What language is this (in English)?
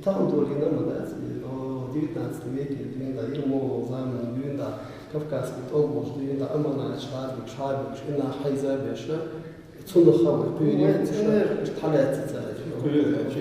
Chechen